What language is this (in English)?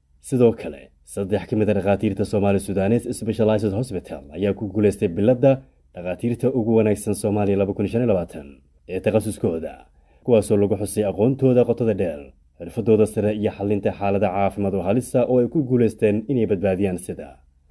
Somali